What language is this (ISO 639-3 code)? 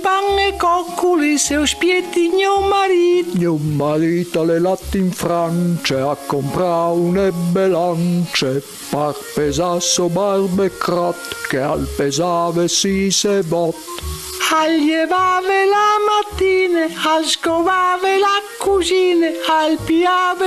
fur